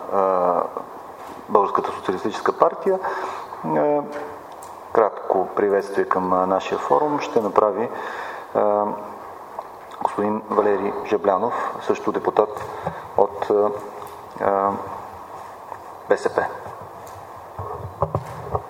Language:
Bulgarian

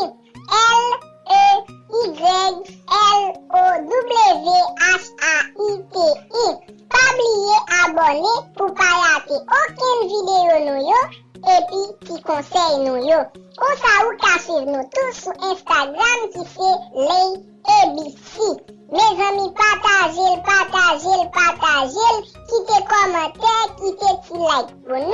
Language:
Haitian Creole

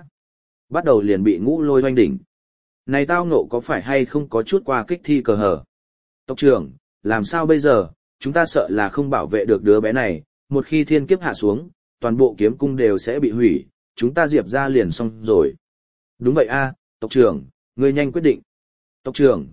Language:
Vietnamese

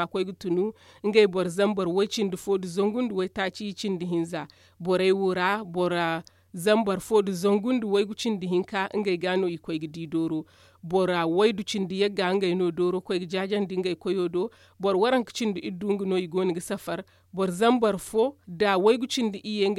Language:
Zarma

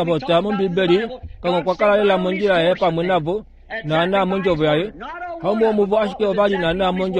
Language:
Kuanyama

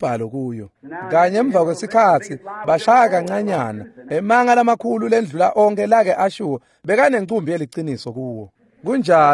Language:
Swati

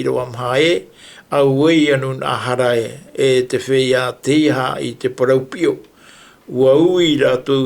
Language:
Tahitian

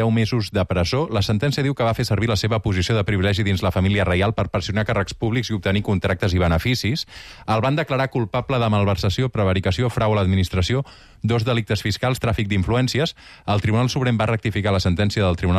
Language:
Catalan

